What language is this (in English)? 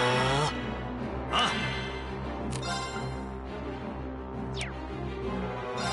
Japanese